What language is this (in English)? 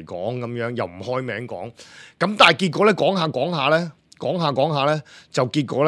Cantonese